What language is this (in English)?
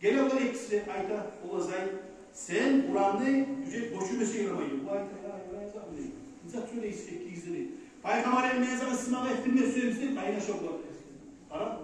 Kumyk